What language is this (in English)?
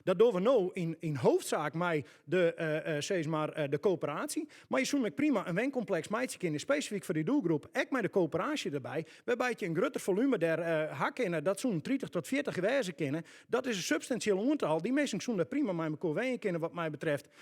Western Frisian